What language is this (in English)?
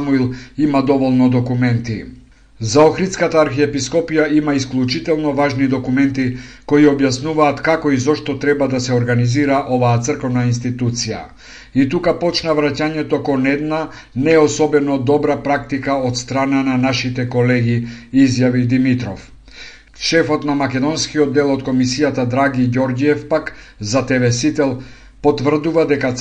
Macedonian